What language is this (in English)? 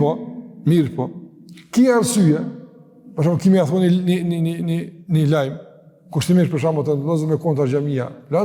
Albanian